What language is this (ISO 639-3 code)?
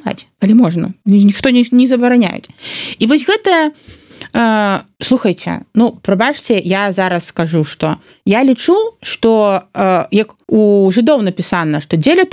bel